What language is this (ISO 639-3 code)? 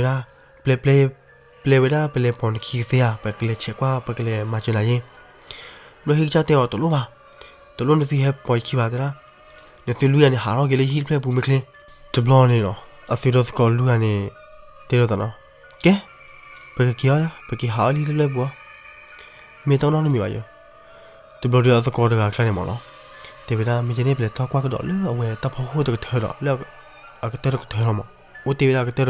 ksw